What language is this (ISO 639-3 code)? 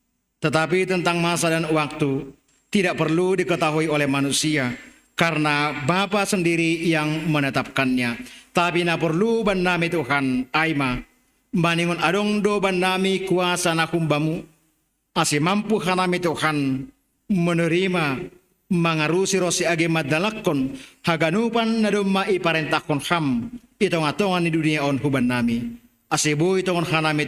bts